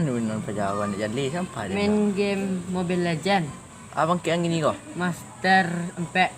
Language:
Minangkabau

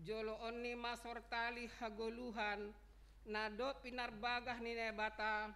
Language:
Batak Simalungun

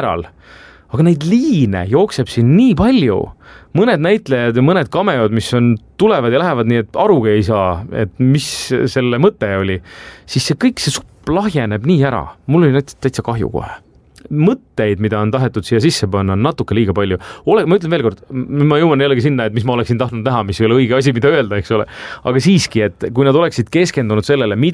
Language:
Estonian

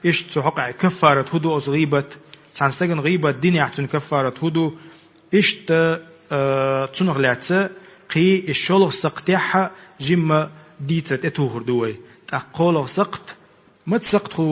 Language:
Chechen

